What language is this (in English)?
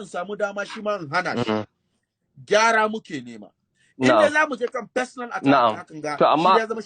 Hausa